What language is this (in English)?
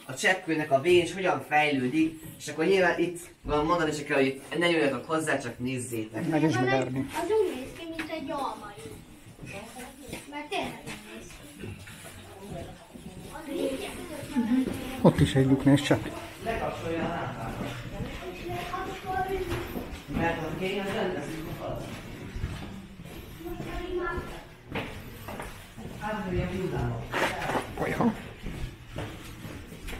Hungarian